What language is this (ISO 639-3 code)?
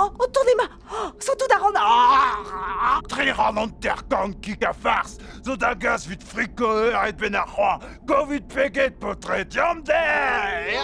bre